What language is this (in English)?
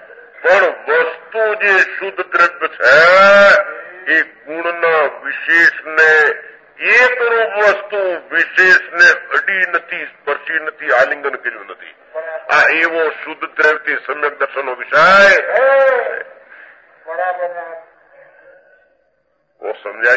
Gujarati